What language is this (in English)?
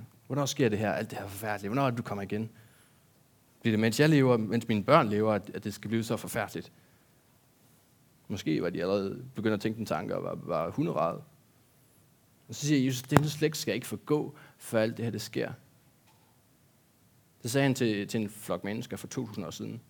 Danish